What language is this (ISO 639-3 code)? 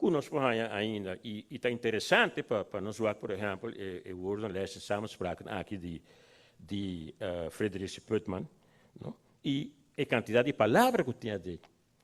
pap